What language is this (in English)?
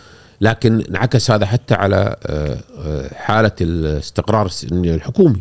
Gulf Arabic